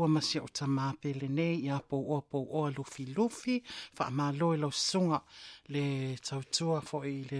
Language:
Samoan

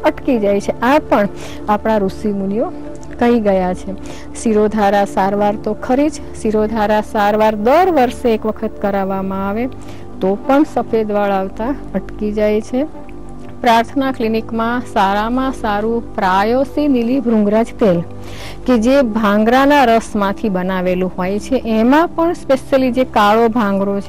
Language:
Gujarati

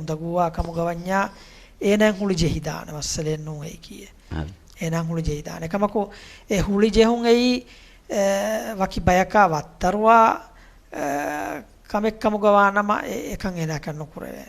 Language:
Divehi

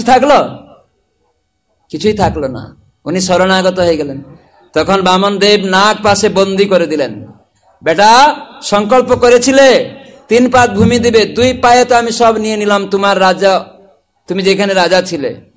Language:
Bangla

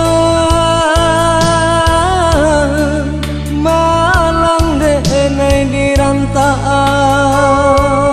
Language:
Minangkabau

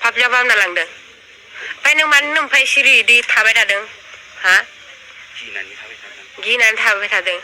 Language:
Bodo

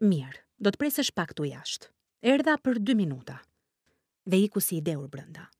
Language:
Albanian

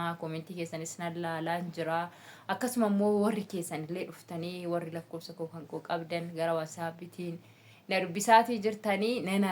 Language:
Oromo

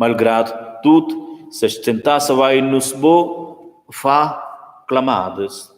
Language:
Romansh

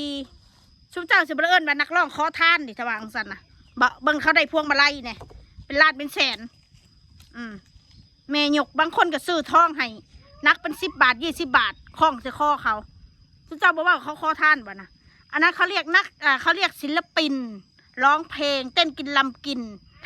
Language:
Northeastern Thai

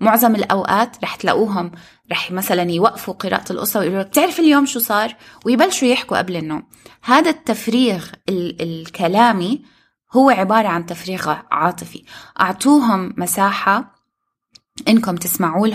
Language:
North Levantine Arabic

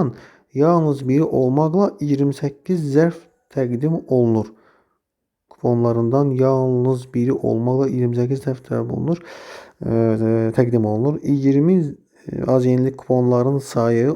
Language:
Azerbaijani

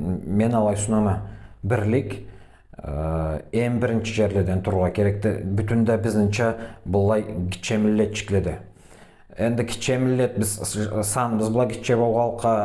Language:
Karachay-Balkar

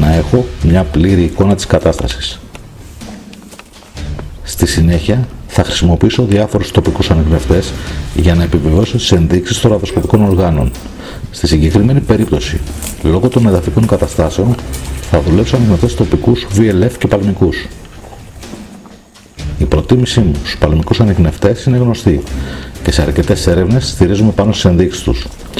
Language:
Greek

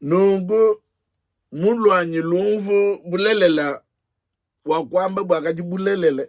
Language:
Luba-Lulua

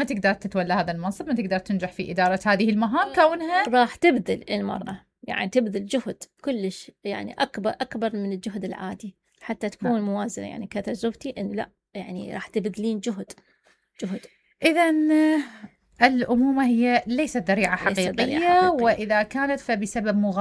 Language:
Mesopotamian Arabic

